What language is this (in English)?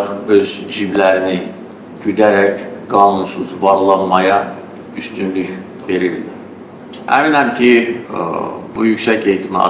Azerbaijani